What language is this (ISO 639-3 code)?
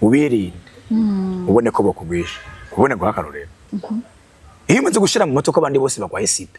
run